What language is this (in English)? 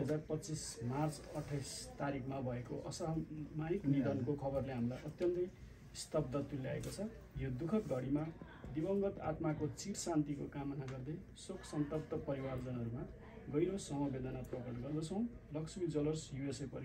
Nepali